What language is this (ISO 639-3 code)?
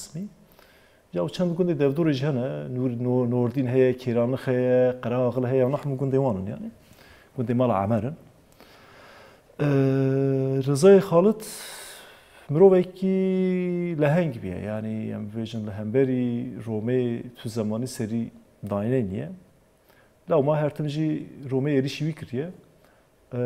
kur